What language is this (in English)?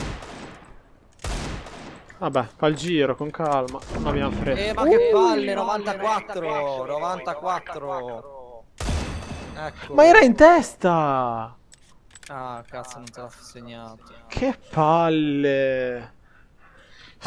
Italian